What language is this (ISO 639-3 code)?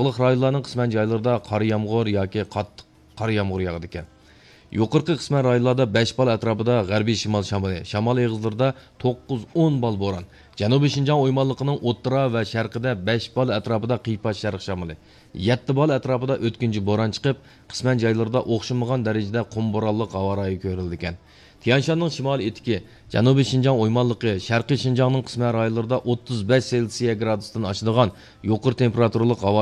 uig